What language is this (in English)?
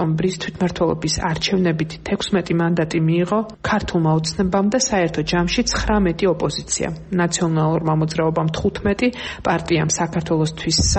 Georgian